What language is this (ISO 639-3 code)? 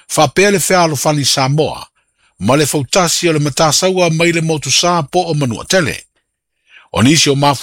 smo